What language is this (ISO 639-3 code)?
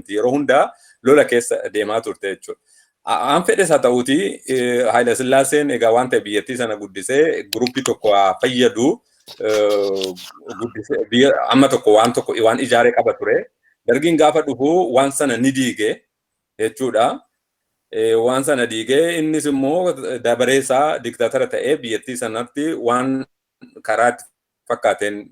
orm